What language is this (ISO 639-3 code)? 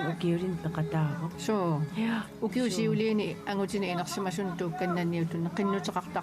kal